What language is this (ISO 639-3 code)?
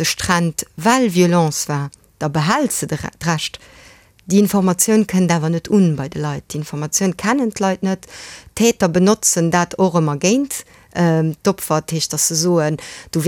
ltz